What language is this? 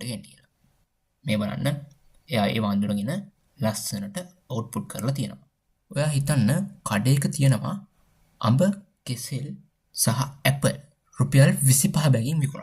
Sinhala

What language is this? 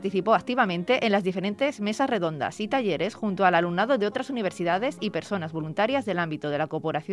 Spanish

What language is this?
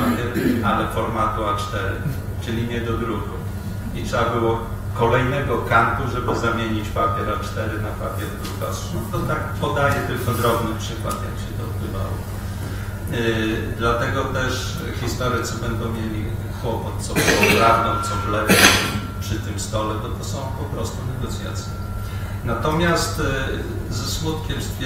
Polish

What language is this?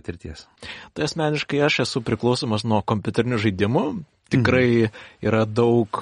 Lithuanian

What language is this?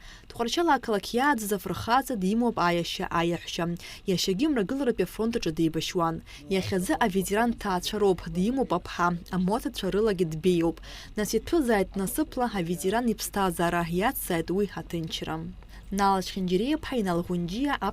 Abkhazian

